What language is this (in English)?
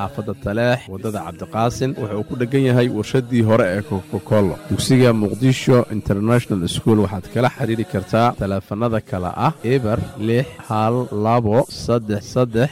Somali